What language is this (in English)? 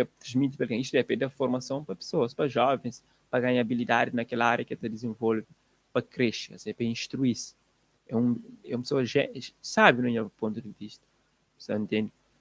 Kabuverdianu